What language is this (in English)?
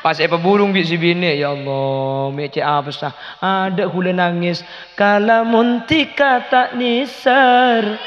Madurese